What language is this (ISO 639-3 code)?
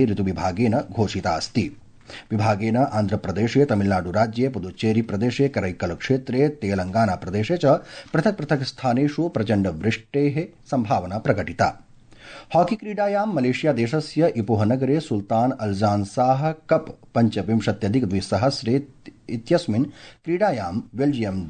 san